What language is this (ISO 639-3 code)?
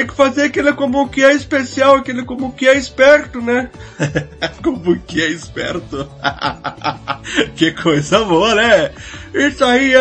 por